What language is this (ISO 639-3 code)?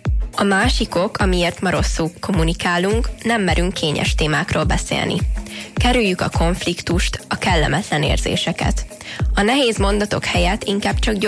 hun